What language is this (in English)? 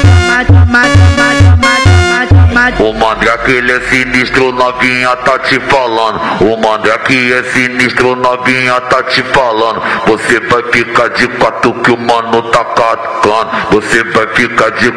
Portuguese